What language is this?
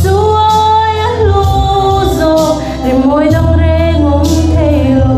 Hmar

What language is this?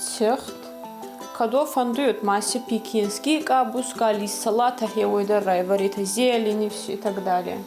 Ossetic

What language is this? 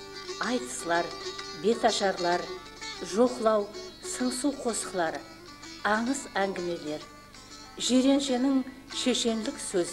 Kara-Kalpak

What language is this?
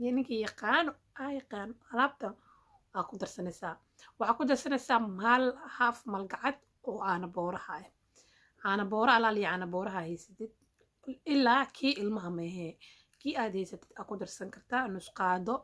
Somali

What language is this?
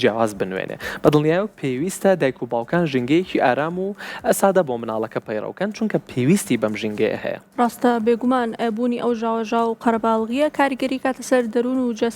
Central Kurdish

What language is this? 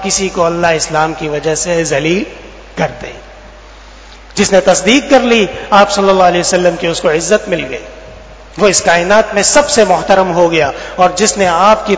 Urdu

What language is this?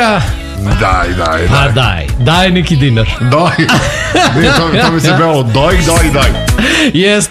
Serbian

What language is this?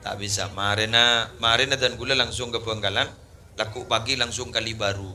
Madurese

